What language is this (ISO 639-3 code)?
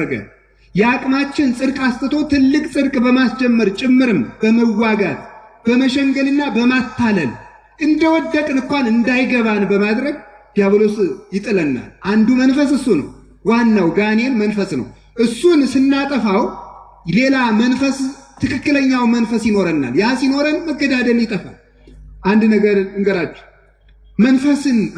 amh